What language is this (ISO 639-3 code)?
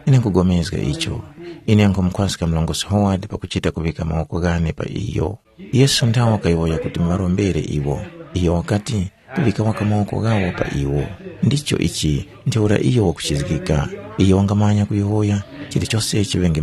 tum